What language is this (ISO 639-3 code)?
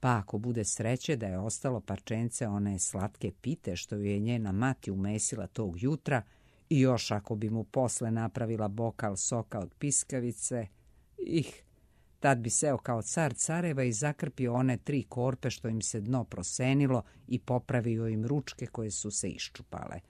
srp